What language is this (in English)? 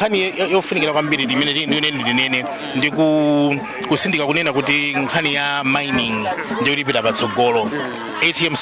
Nyanja